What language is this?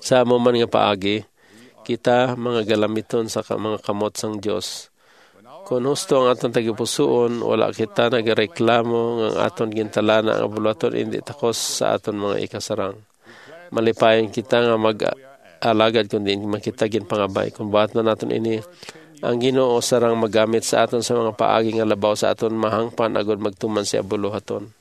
Hiligaynon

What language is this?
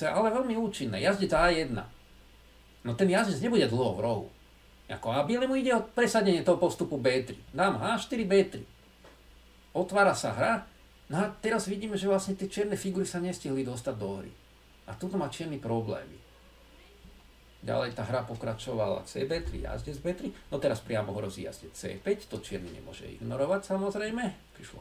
Slovak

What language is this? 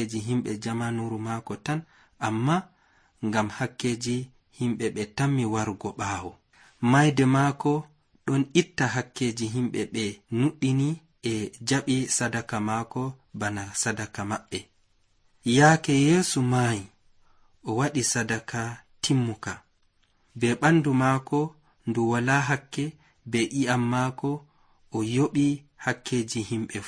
Nigerian Fulfulde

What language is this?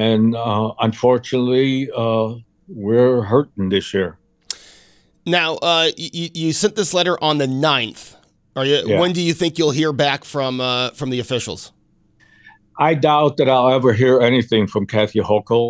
English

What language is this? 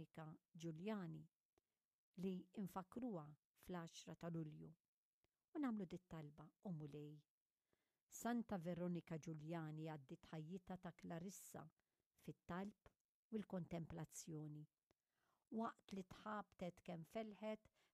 Maltese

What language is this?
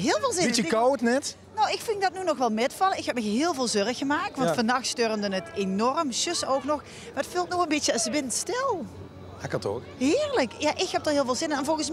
Limburgish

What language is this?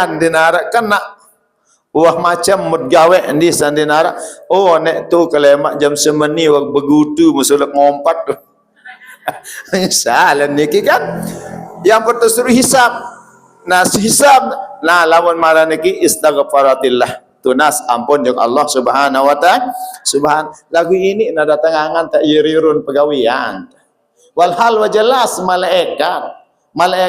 Sasak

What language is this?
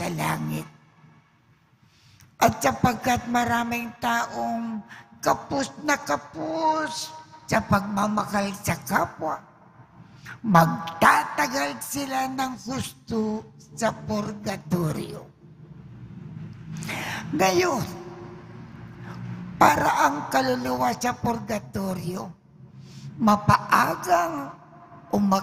Filipino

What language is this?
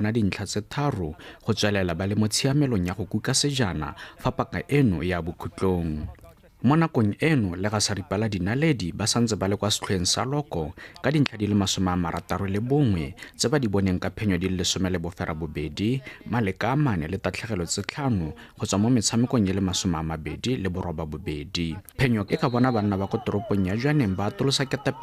Tswana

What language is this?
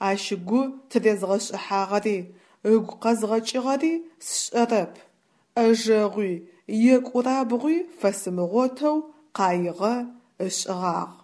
Adyghe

